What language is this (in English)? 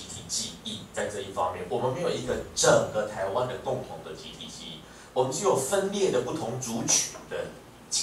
Chinese